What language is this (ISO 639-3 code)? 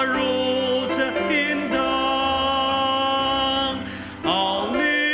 njo